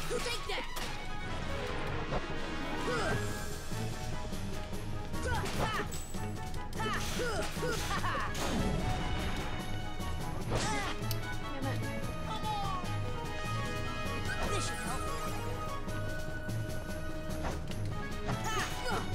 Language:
English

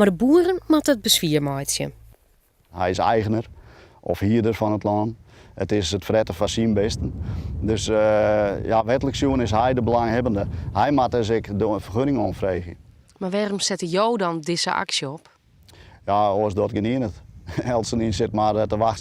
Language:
Western Frisian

